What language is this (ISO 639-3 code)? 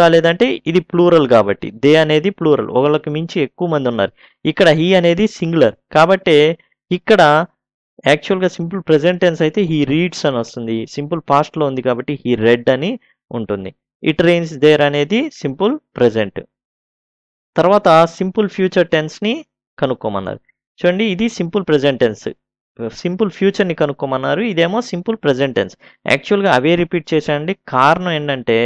tel